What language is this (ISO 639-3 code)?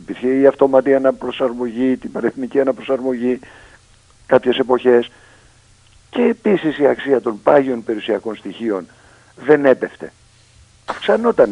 ell